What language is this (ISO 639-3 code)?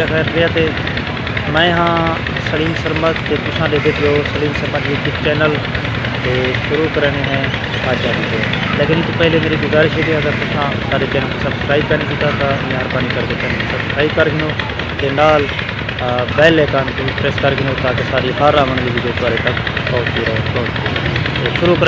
skr